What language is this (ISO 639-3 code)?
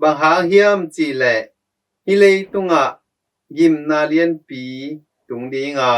ctd